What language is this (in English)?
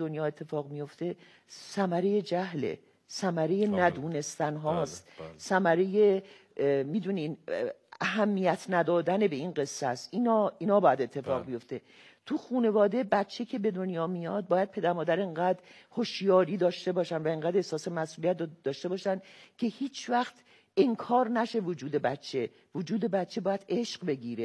Persian